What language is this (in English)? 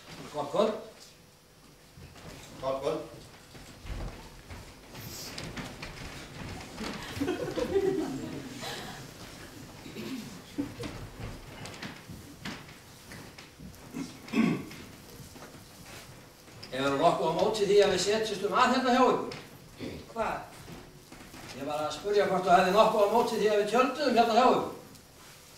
Icelandic